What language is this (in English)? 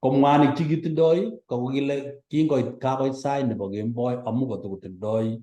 Kalenjin